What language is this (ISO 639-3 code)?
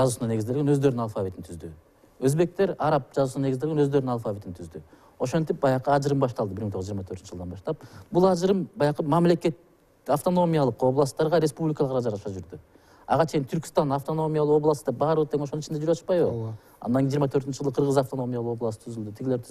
kir